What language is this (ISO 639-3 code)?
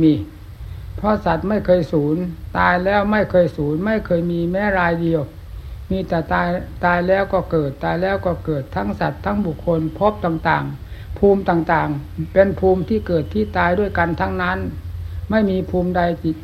tha